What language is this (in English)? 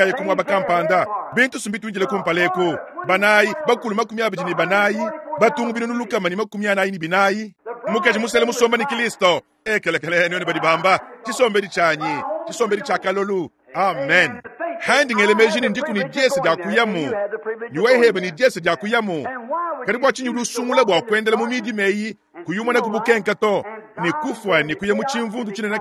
Luba-Lulua